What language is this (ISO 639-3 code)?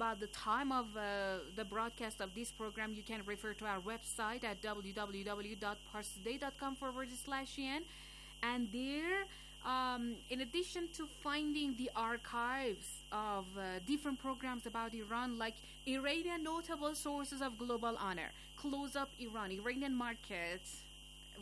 eng